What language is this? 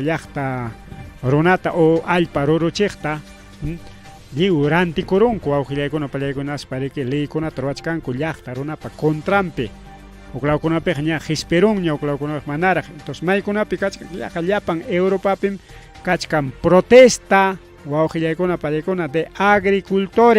Ayacucho Quechua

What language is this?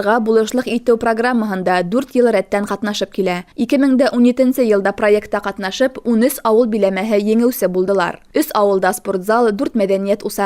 Bashkir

